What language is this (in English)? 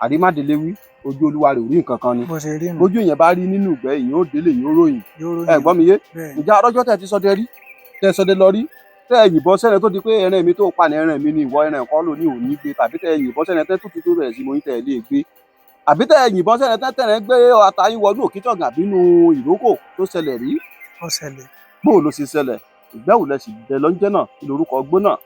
Yoruba